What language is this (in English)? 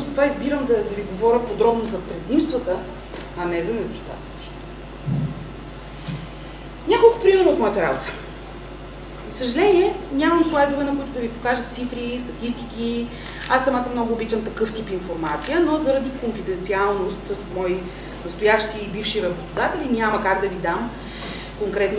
Bulgarian